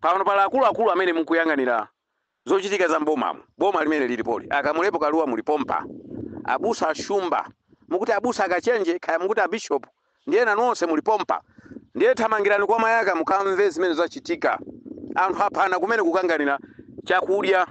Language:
Nyanja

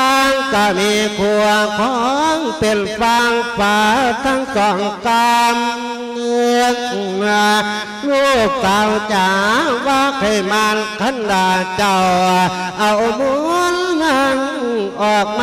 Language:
Lao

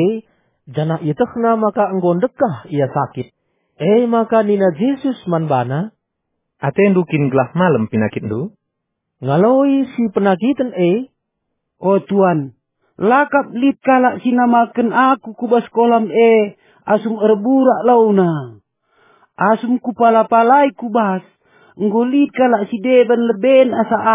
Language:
Batak Karo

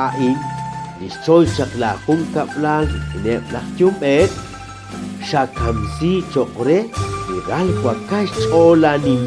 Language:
Kekchí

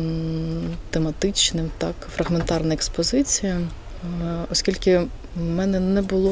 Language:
Ukrainian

